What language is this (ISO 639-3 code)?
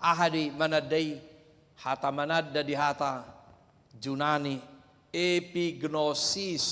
bbc